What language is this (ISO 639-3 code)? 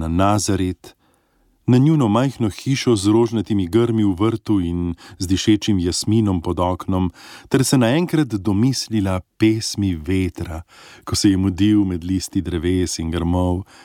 slv